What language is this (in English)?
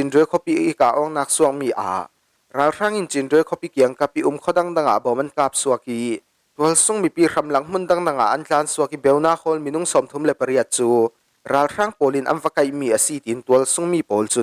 Falam Chin